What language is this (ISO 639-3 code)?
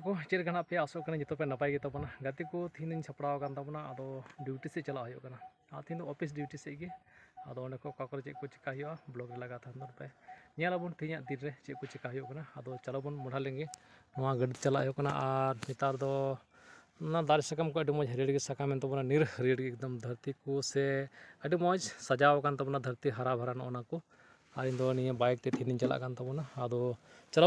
sat